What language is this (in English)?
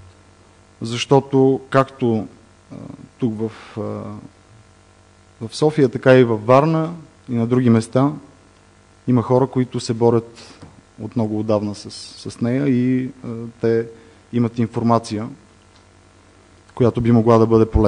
Bulgarian